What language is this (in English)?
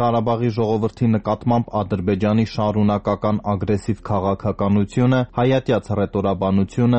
Armenian